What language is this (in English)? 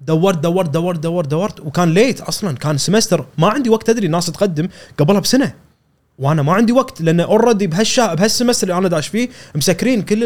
Gulf Arabic